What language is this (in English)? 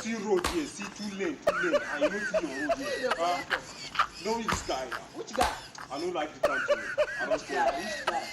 Nigerian Pidgin